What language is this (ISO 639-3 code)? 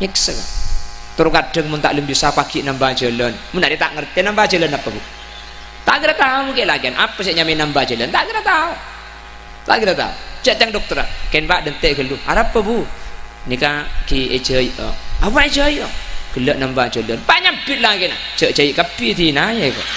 mad